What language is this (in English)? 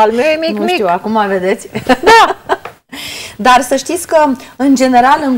Romanian